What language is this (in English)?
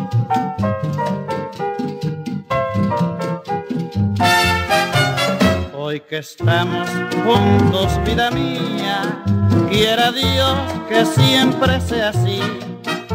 Spanish